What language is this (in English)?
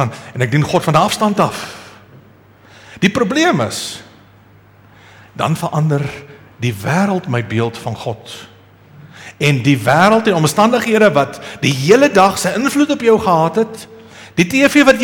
Afrikaans